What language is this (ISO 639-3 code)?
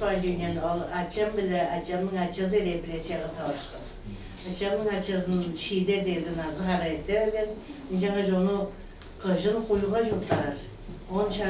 tyv